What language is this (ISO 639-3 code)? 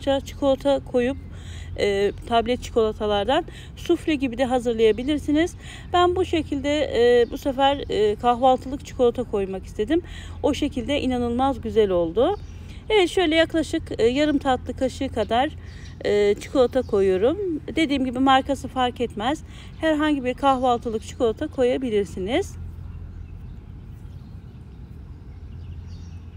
tur